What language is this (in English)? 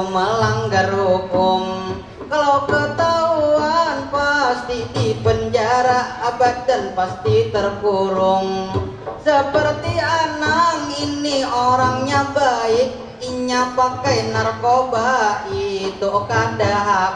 Banjar